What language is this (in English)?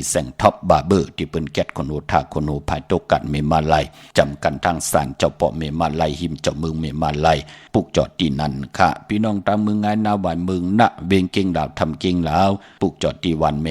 Shan